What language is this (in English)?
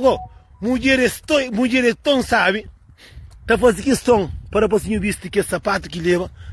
Kabuverdianu